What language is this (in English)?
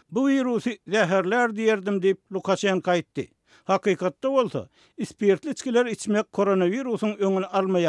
Turkmen